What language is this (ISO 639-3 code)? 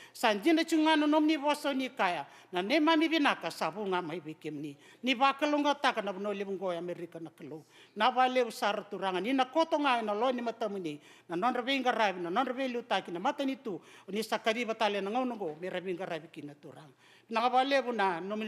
fij